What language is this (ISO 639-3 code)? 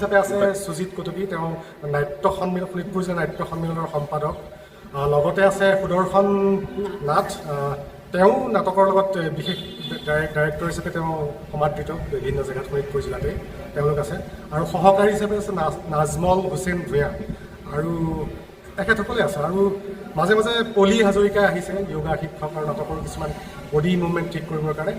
asm